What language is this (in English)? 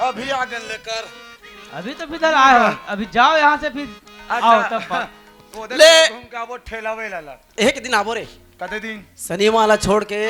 Chhattisgarhi